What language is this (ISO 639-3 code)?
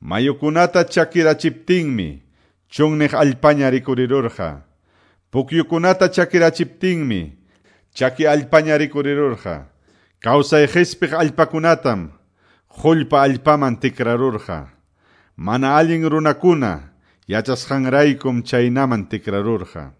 que